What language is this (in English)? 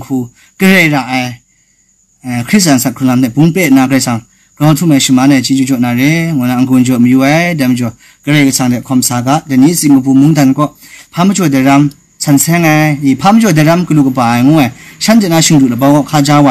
Kachin